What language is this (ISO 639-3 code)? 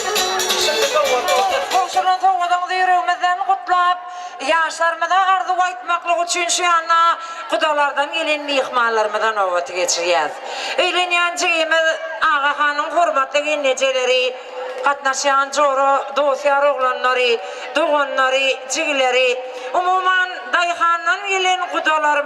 tuk